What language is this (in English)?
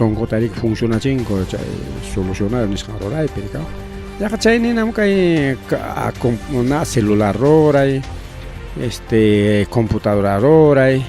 Ayacucho Quechua